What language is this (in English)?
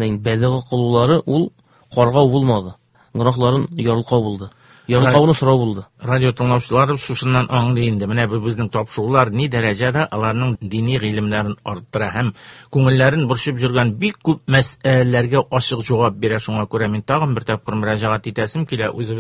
Tatar